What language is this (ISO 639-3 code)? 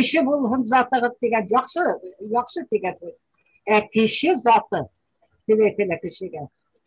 bak